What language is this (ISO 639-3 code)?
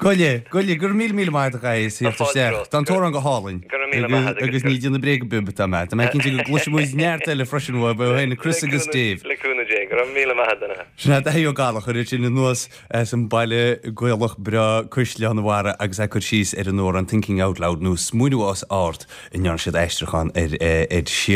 gle